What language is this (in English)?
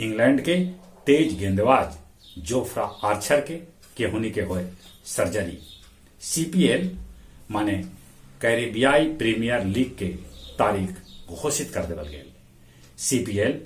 Magahi